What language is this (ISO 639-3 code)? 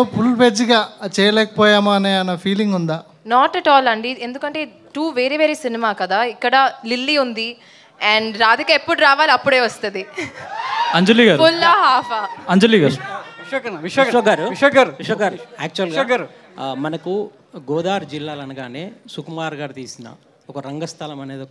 tel